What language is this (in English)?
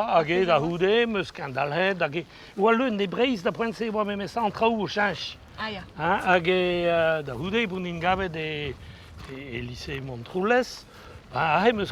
Breton